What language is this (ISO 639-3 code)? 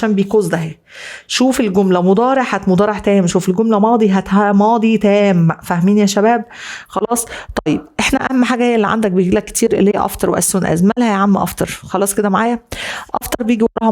arz